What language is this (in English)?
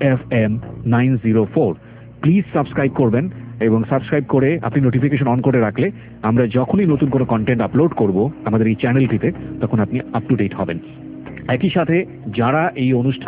Bangla